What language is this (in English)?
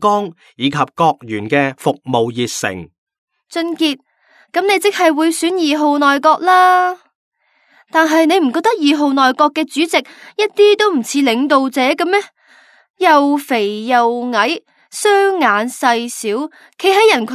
Cantonese